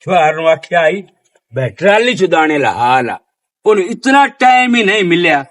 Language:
Western Panjabi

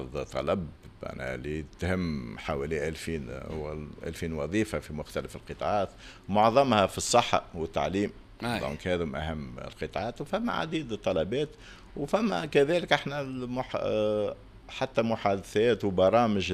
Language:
Tunisian Arabic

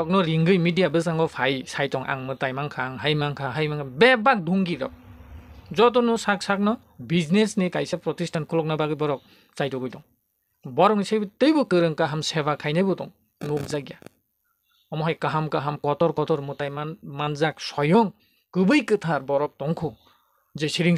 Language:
Kok Borok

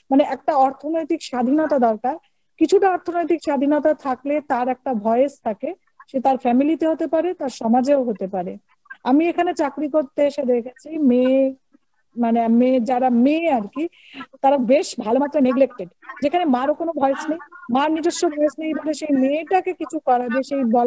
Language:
Bangla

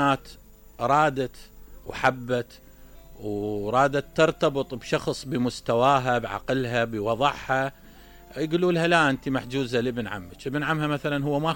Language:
Mesopotamian Arabic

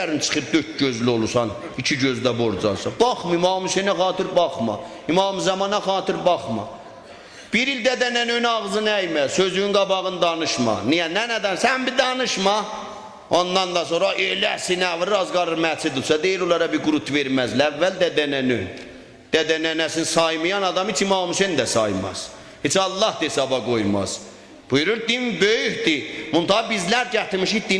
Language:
South Azerbaijani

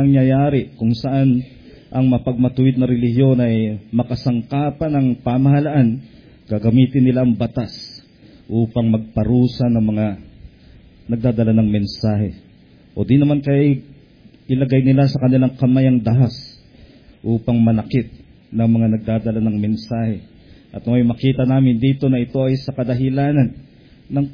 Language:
Filipino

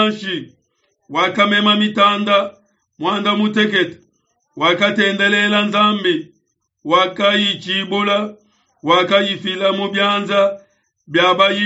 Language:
Luba-Lulua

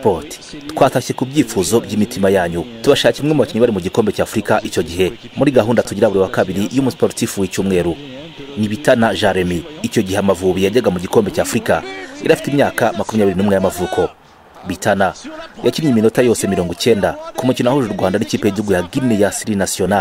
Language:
Kinyarwanda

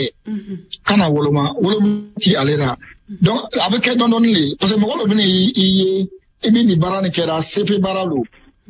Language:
Bambara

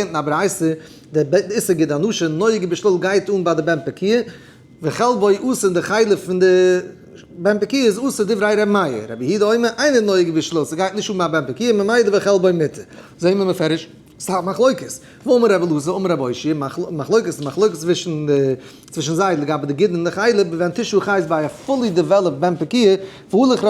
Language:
Yiddish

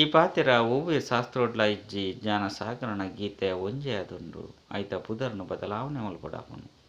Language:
Tulu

